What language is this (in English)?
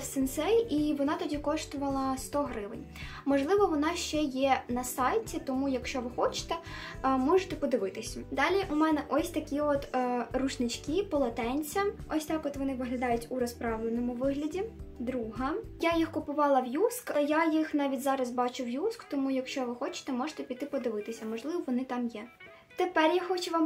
Ukrainian